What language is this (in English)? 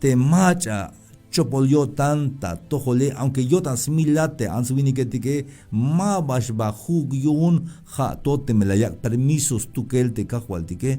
Tzeltal